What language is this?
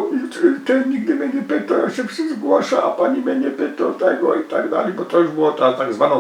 Silesian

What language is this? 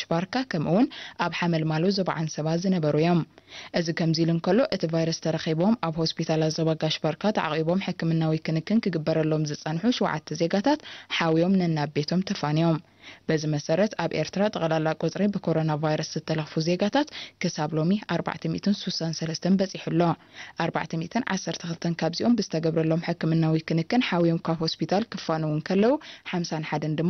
Tigrinya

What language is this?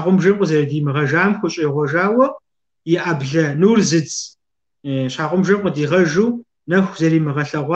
Kabardian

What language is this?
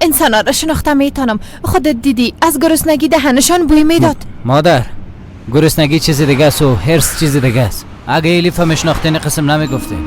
Persian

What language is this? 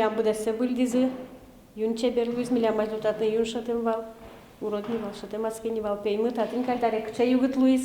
Udmurt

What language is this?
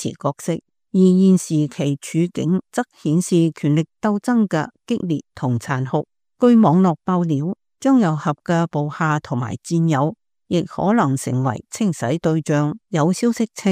Cantonese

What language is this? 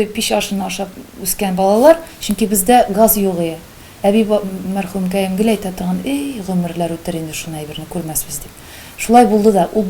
Tatar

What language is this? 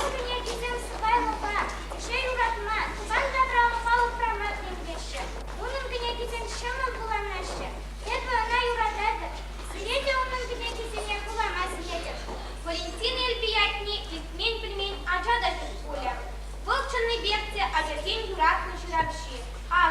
Chuvash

